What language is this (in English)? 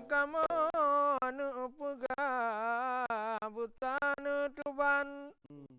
Achinese